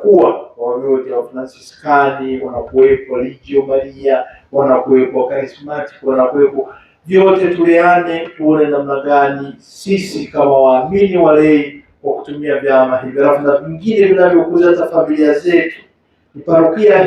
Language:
Swahili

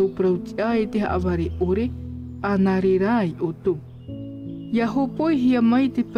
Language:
Tahitian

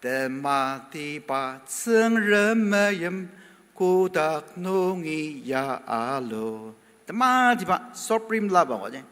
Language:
Ao Naga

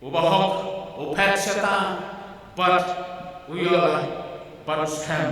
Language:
Khasi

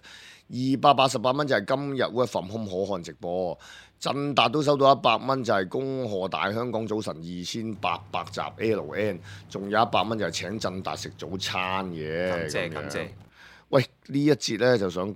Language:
Cantonese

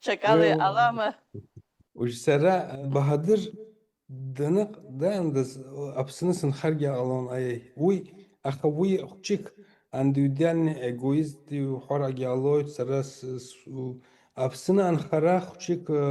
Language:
Abkhazian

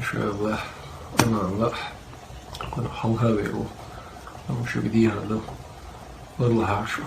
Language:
Chechen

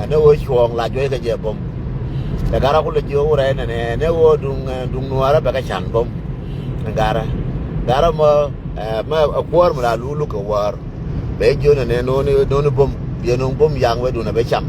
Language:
Nuer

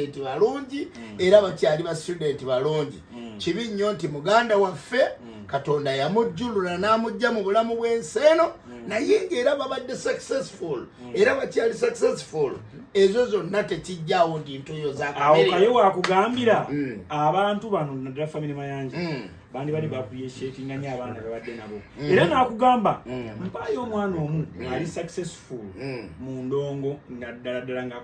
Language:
Ganda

